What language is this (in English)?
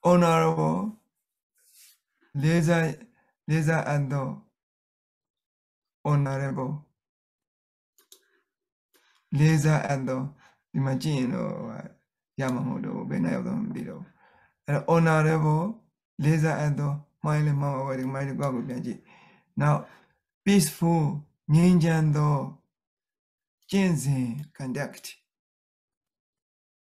Burmese